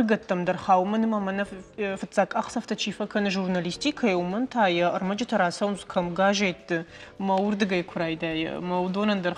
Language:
Ossetic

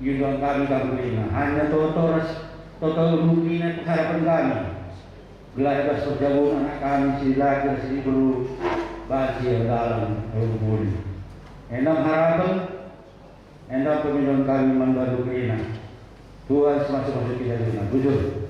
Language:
Batak Karo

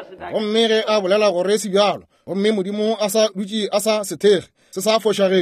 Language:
Northern Sotho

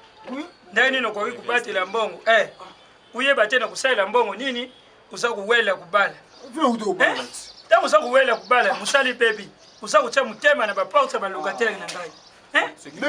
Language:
Lingala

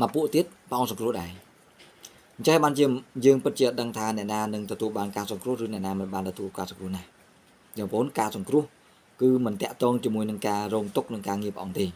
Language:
Khmer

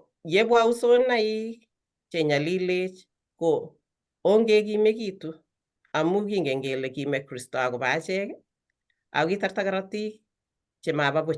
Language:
Kalenjin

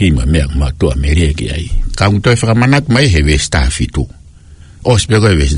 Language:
Tongan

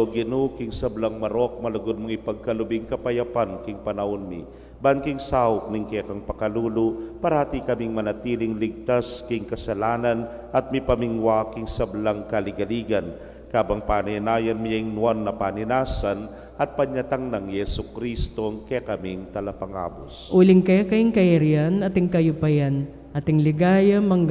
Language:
Pampanga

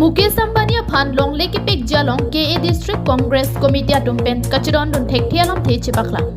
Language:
Karbi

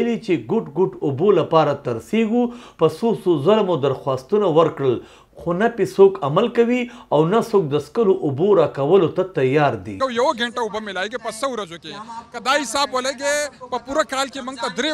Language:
Pashto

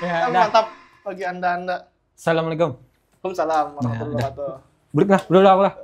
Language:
Banjar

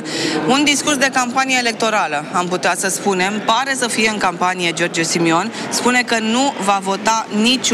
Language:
Romanian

